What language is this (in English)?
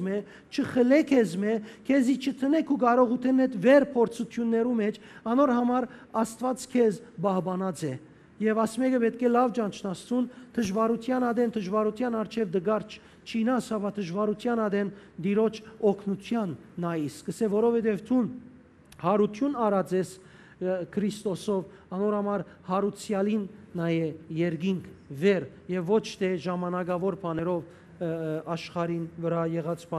Western Armenian